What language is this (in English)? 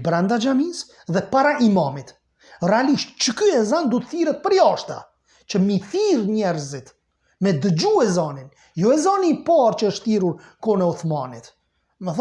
Albanian